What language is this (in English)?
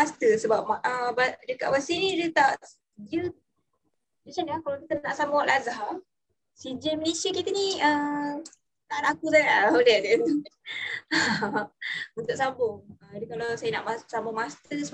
Malay